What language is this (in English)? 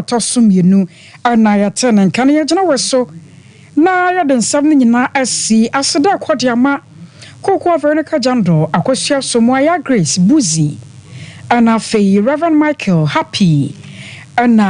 Akan